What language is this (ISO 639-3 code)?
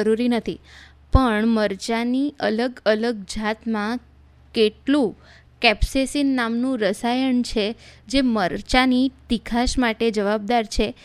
guj